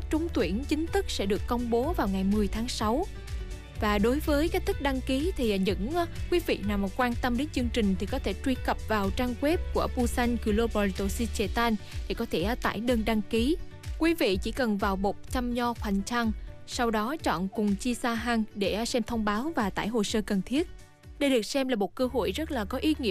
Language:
Vietnamese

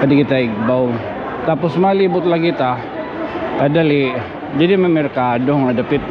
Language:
Waray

